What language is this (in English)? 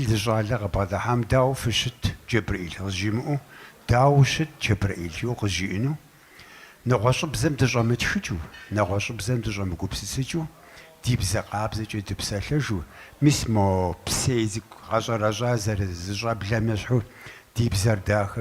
Kabardian